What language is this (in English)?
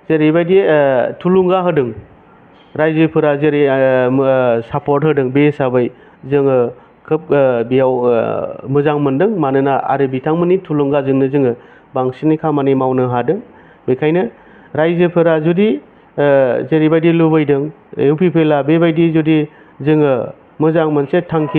Bodo